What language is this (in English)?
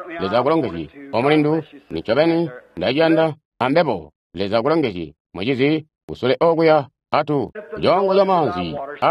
Tonga (Zambia)